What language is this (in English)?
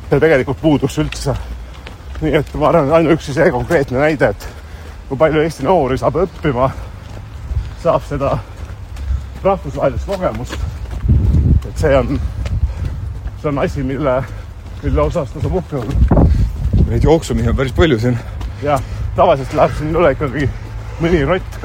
Estonian